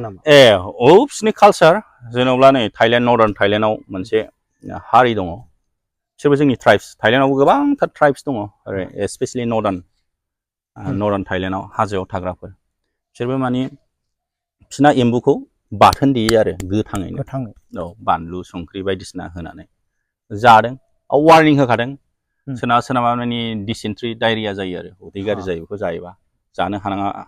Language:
Bodo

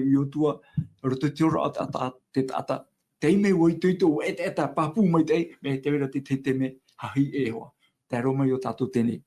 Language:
Tahitian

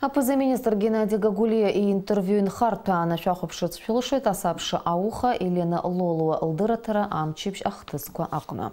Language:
Abkhazian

